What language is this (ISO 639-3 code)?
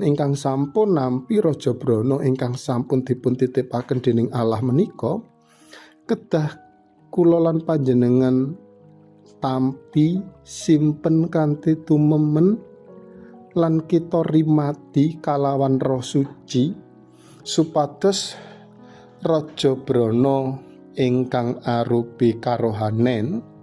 jav